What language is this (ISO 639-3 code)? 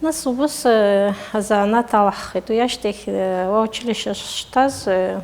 abk